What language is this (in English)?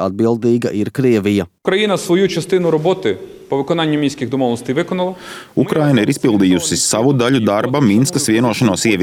Latvian